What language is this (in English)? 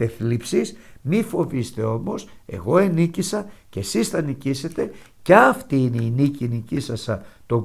Greek